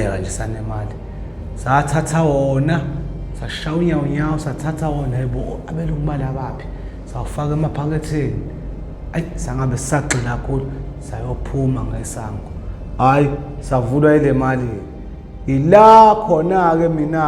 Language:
Zulu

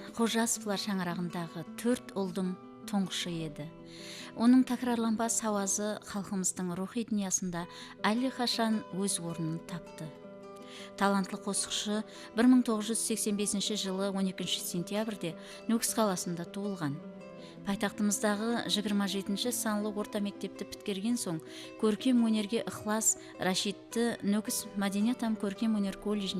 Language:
Kara-Kalpak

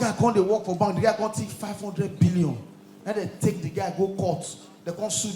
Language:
Nigerian Pidgin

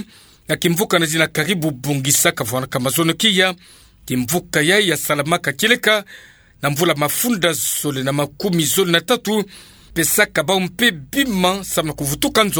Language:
Kituba (Democratic Republic of Congo)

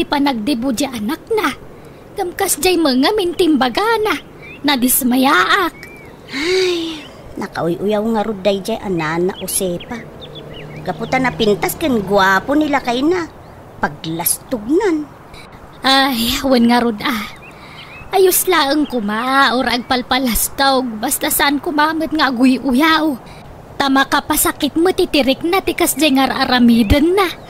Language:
Iloko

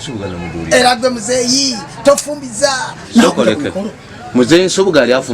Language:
Ganda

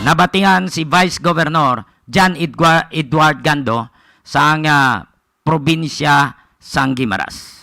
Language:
Hiligaynon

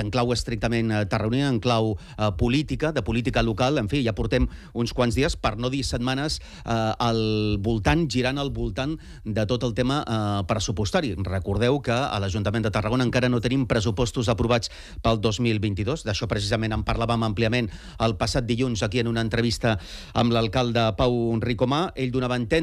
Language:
Catalan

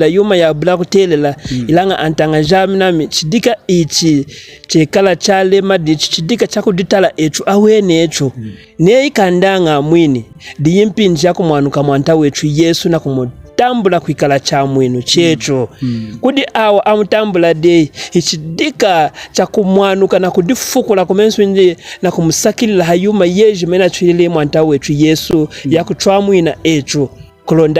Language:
Lunda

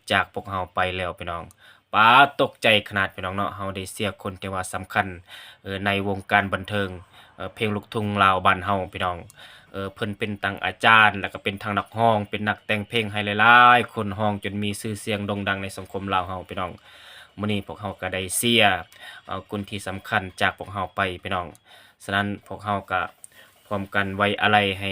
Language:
Lao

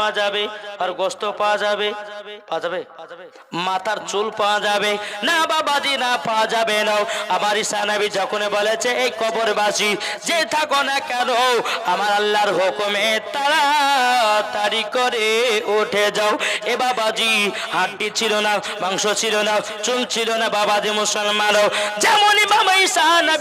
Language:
Bangla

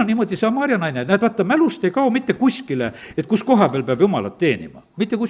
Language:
Estonian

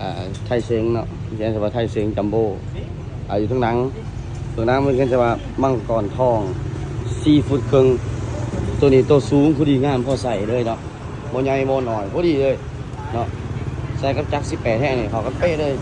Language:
Lao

